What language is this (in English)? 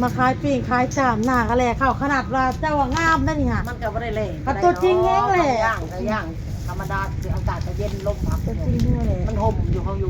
Northeastern Thai